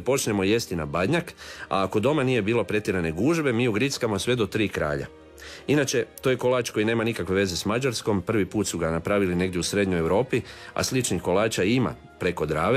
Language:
Croatian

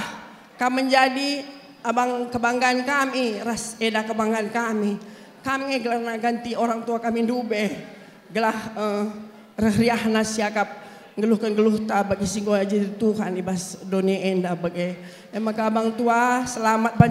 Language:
Batak Karo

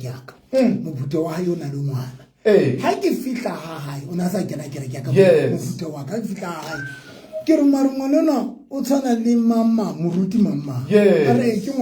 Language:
Southern Sotho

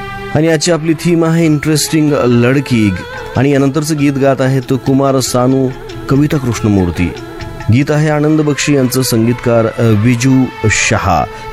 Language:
Marathi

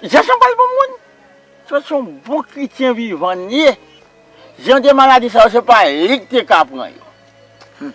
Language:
Haitian Creole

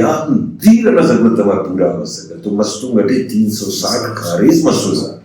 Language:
Brahui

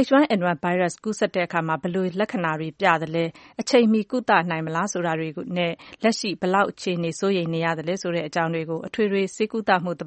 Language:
Burmese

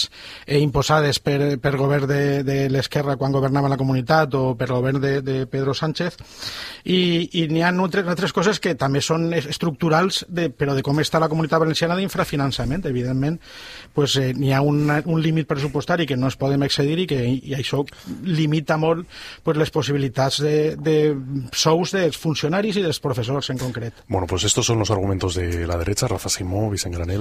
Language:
Catalan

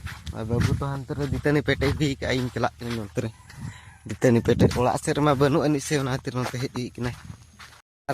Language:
Santali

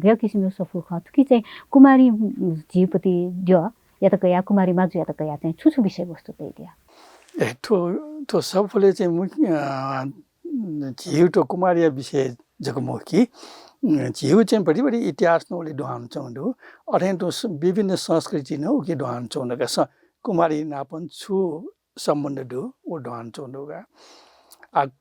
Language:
Newari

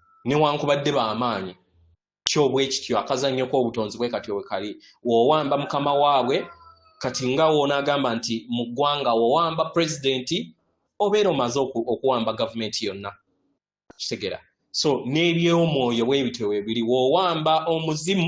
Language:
Ganda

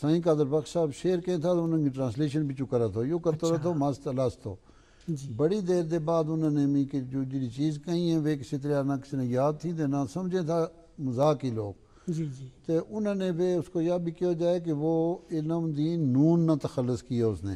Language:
Gujari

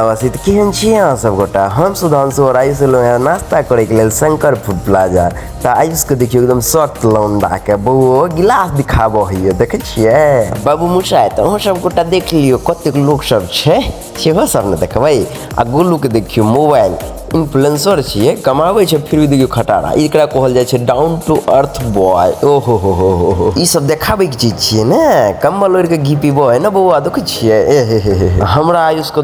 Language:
Maithili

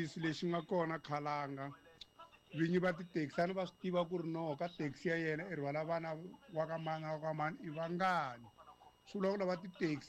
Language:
Tsonga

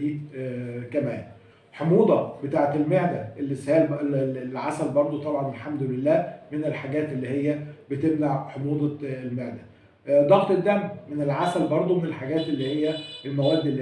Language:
Egyptian Arabic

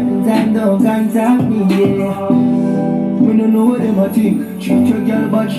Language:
Jamaican Creole English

